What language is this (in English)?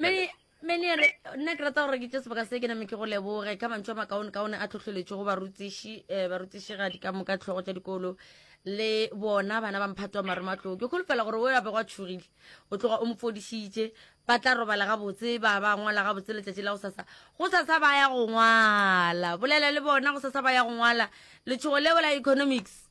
Northern Sotho